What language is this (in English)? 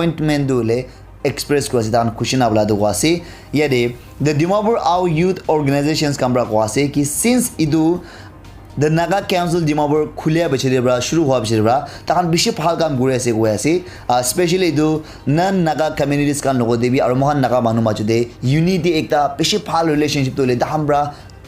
Naga Pidgin